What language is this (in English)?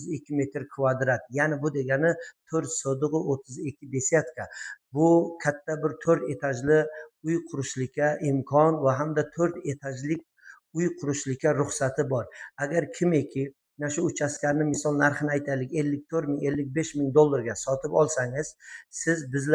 Uzbek